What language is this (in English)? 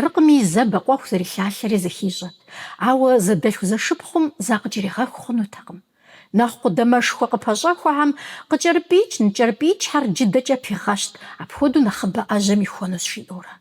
Kabardian